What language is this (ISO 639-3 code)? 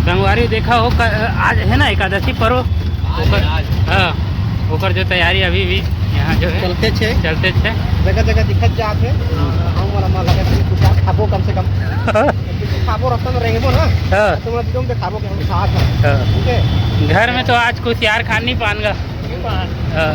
hne